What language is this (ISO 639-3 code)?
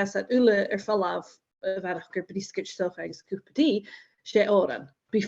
gla